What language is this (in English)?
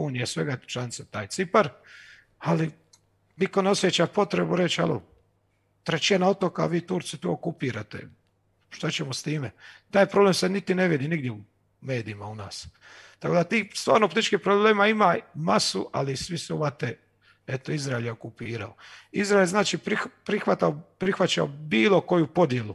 Croatian